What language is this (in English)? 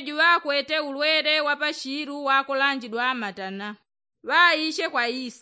Yao